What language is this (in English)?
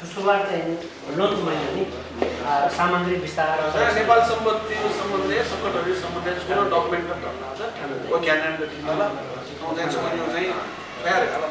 Newari